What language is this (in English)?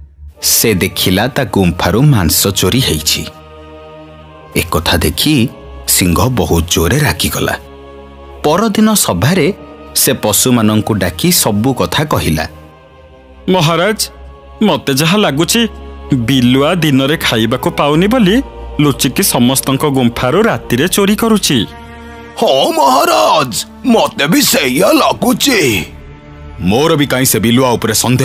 Odia